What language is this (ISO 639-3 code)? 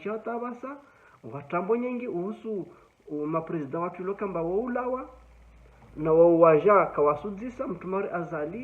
zdj